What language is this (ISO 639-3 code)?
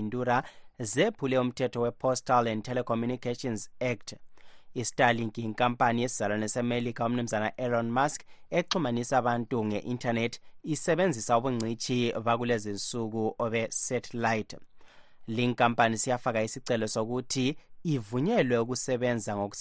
nde